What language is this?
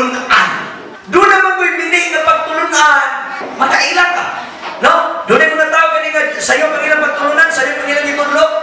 Cebuano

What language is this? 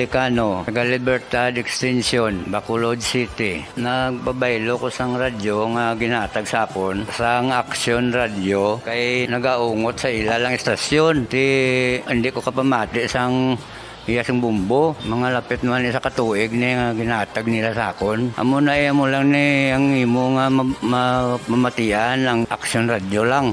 Hiligaynon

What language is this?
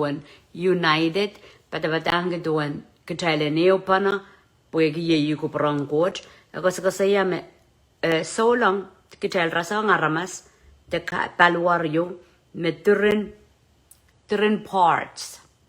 Pohnpeian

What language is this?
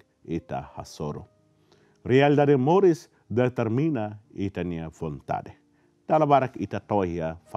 Tetum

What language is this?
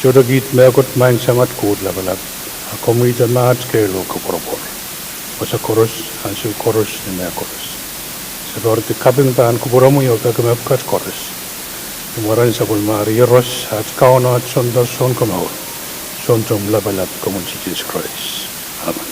Pohnpeian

